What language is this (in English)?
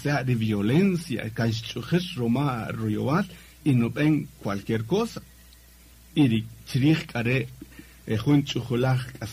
Kaqchikel